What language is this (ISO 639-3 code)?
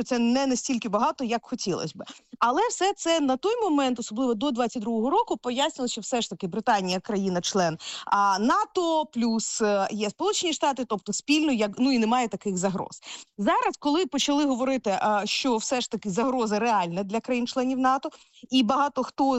ukr